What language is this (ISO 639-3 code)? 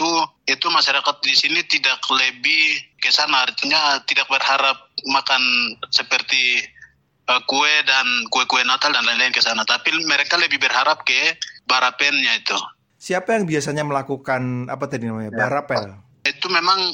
ind